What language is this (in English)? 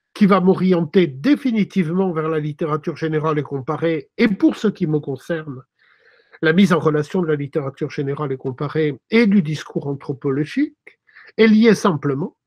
French